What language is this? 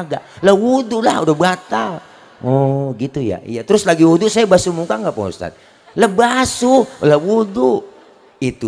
Betawi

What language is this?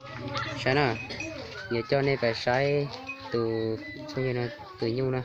Hmong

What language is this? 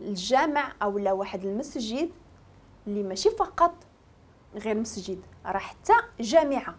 Moroccan Arabic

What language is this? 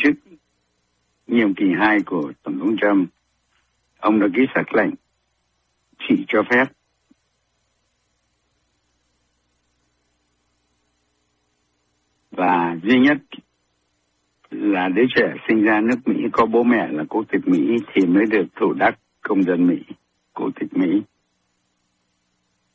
Vietnamese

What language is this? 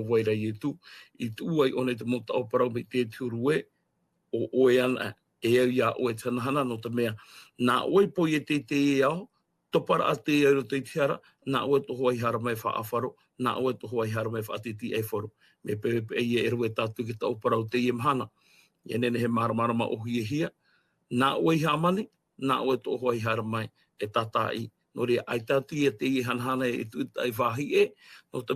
Tahitian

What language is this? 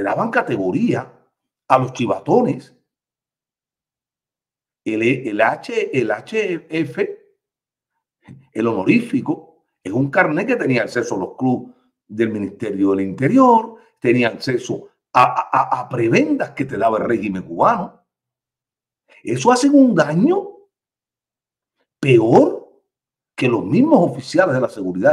Spanish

